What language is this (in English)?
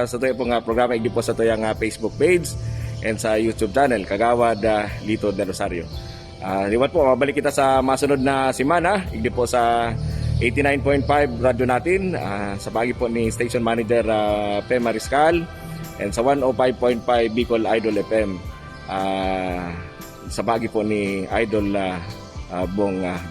Bikol